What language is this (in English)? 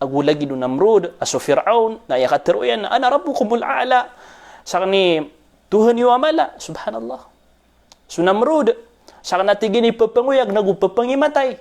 Maranao